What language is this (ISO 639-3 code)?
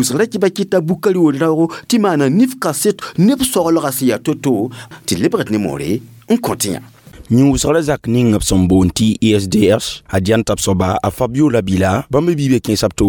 mos